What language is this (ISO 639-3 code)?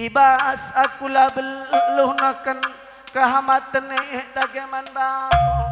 btx